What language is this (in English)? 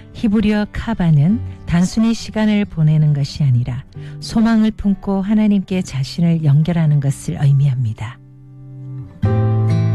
Korean